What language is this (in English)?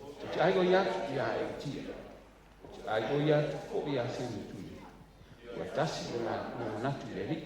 Samoan